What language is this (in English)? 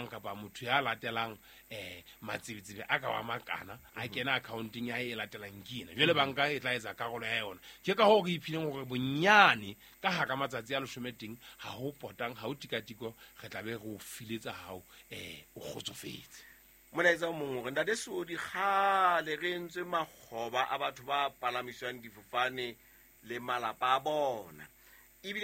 Southern Sotho